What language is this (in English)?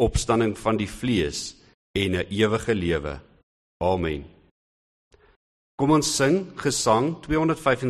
Afrikaans